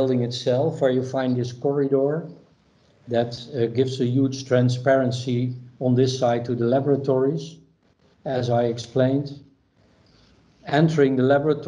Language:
English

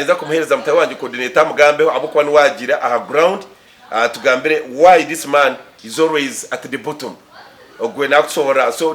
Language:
Nyankole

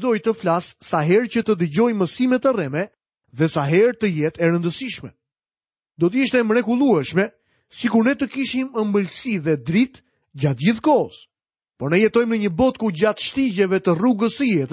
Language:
Albanian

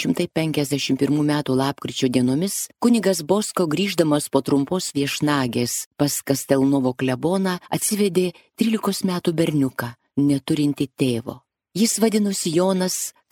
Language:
Lithuanian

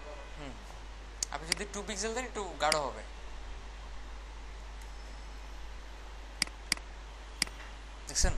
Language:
Bangla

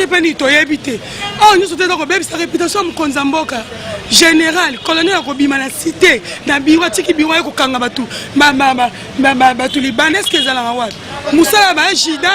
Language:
Lingala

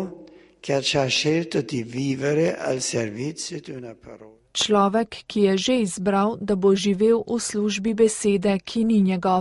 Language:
Slovenian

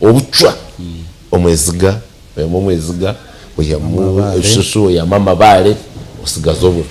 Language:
Nyankole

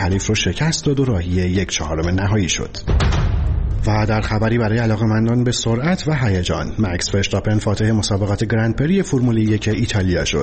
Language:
Persian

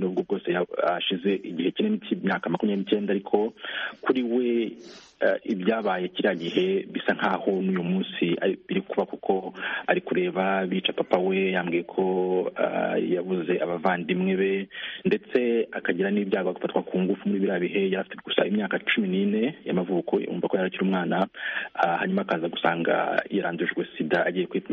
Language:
Kinyarwanda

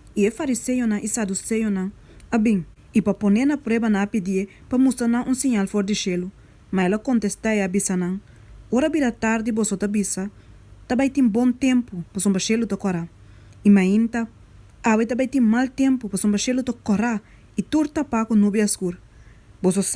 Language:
Papiamento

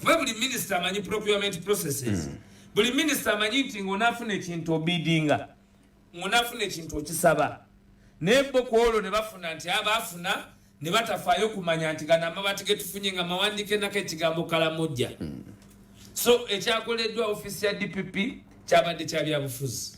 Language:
Ganda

